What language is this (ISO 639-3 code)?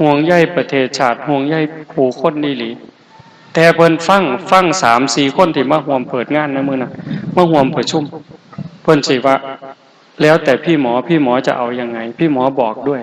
tts